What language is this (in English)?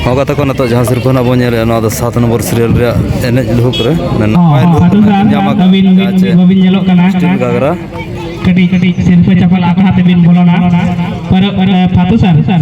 Santali